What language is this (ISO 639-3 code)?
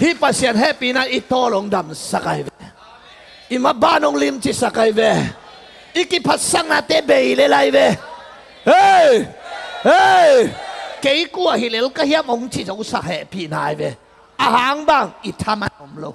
ctd